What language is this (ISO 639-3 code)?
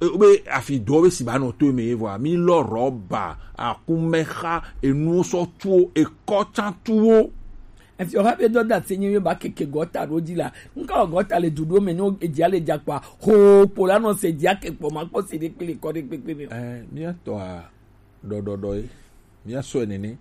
gej